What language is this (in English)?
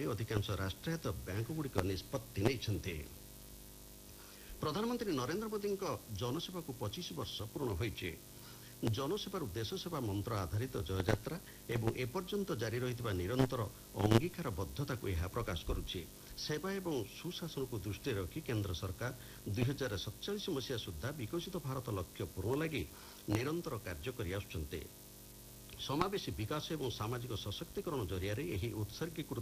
Odia